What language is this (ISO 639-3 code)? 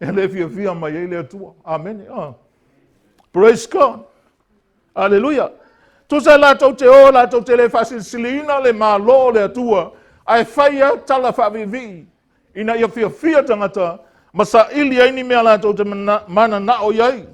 smo